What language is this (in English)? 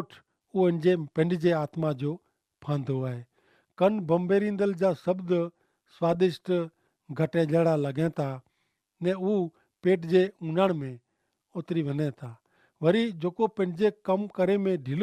Kachhi